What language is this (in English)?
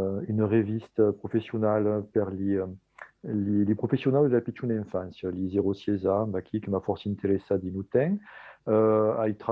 Occitan